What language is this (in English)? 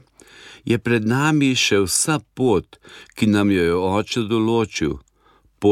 Slovenian